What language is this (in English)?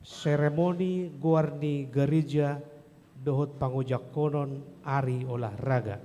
Batak Toba